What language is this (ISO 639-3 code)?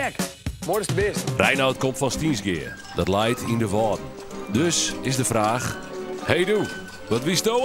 fry